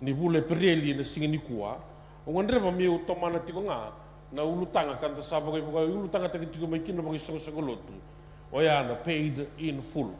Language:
Fijian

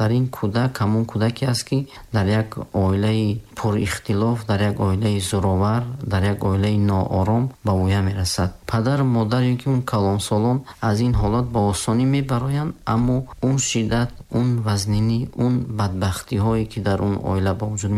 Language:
Tajik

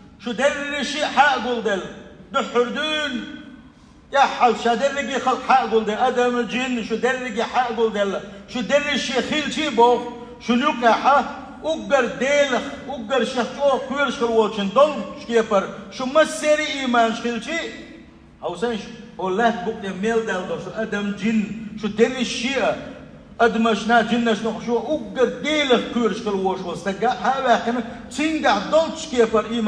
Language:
Chechen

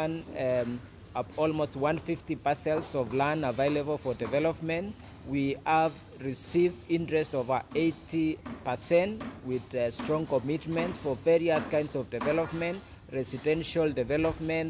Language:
Kamba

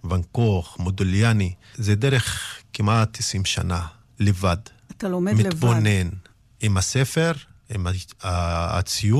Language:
Hebrew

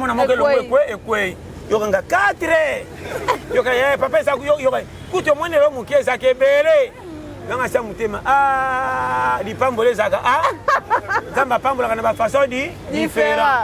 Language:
Lingala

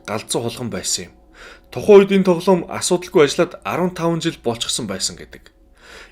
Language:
Mongolian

